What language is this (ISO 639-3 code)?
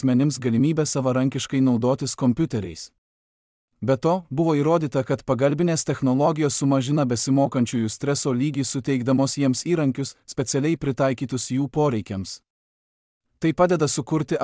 lit